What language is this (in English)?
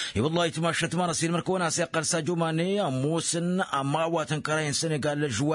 Tamasheq